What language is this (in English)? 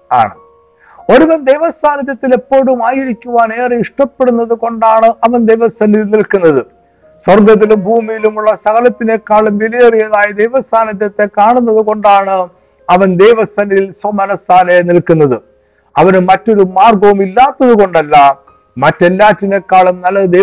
Malayalam